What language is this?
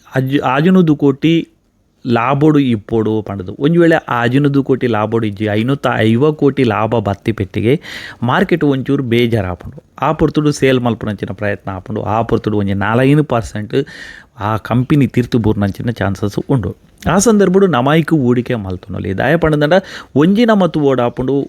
Tulu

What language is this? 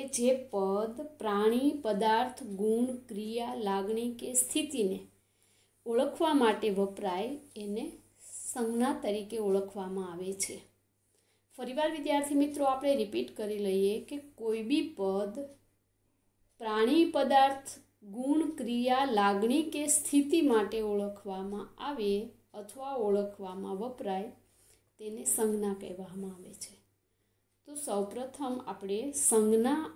Gujarati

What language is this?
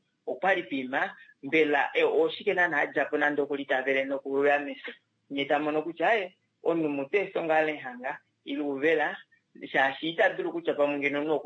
Kuanyama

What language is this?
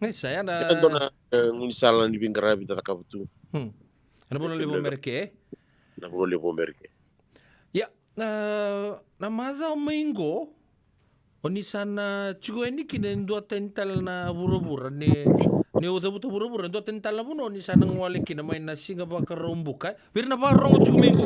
Fijian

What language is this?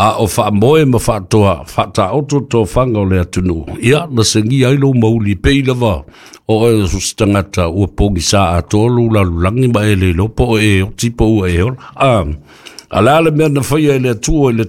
Samoan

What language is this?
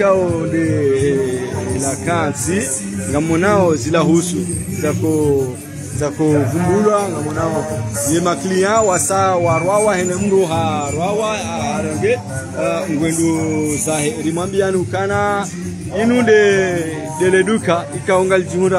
Swahili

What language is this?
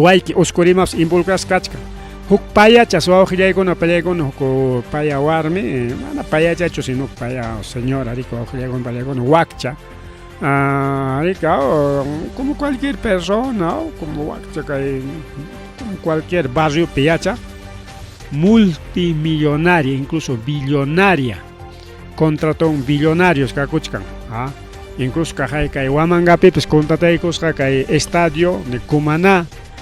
Ayacucho Quechua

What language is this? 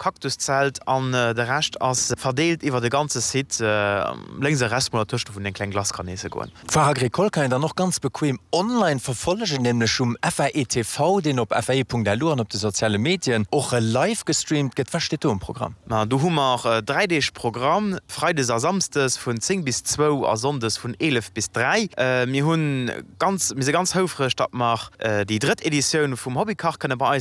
Luxembourgish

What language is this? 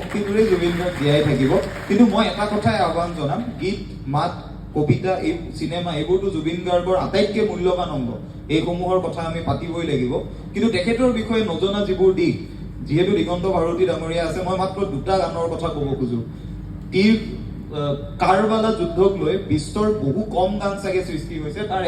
Assamese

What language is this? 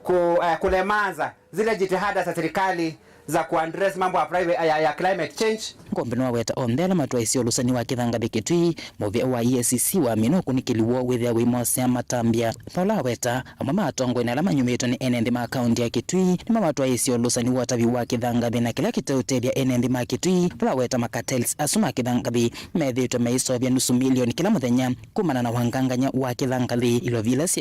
Kamba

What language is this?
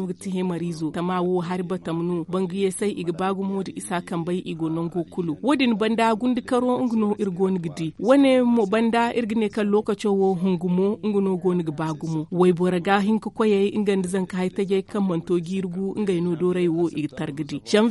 Zarma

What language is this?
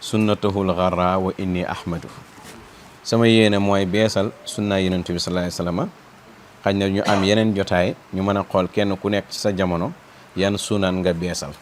Wolof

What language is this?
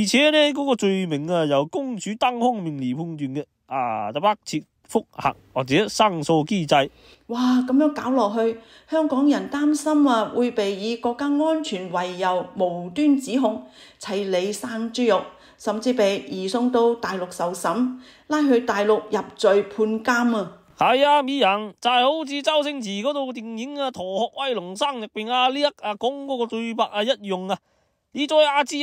Cantonese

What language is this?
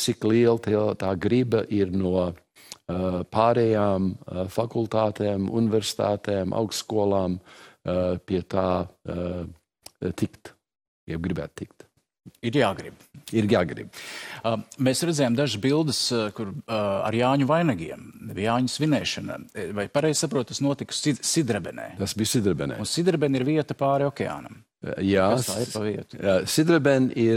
Latvian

